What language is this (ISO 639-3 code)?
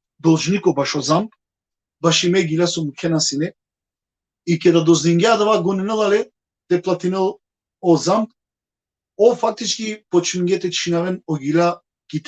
rmn